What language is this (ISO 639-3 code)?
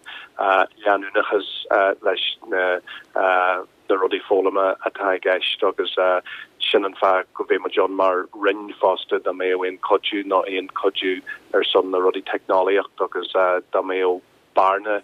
gle